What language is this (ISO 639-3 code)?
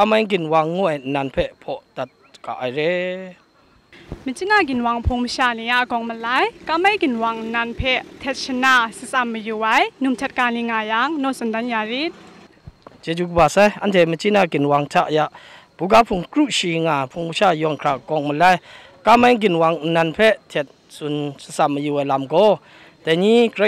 kac